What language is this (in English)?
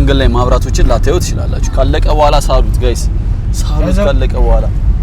Amharic